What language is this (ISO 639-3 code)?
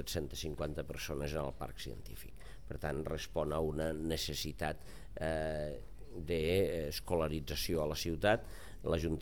cat